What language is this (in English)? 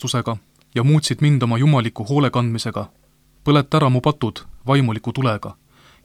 Estonian